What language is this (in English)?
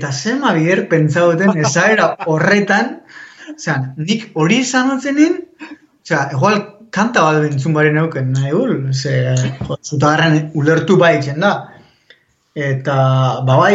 Basque